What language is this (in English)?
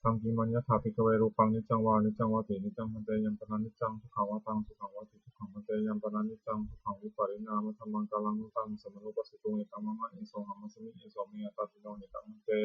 Pali